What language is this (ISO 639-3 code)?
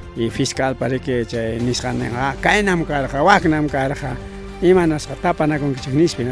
quy